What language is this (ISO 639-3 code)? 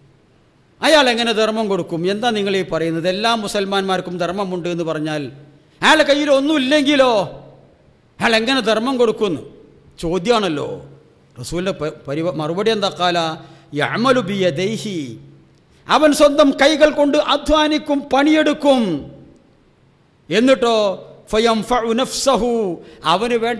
mal